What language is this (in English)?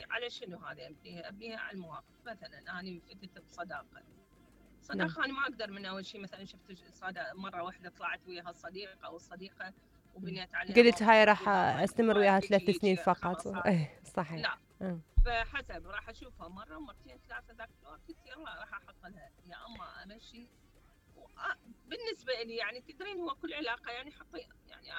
Mesopotamian Arabic